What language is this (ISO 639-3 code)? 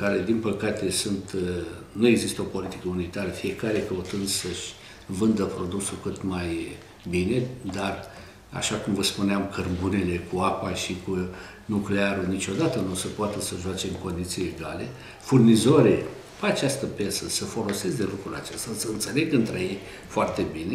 ron